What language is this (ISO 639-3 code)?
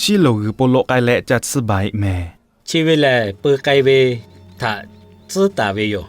lhu